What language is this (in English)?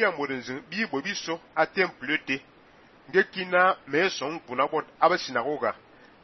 Fang